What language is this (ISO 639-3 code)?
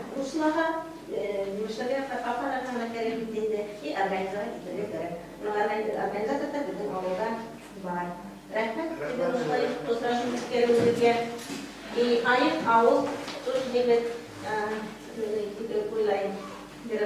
bak